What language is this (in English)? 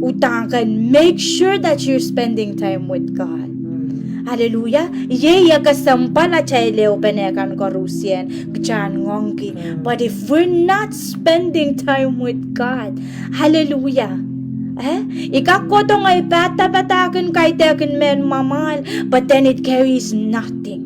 Pohnpeian